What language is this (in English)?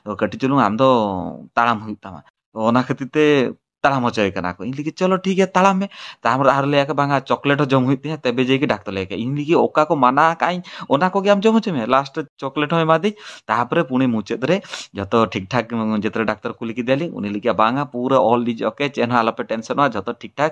Santali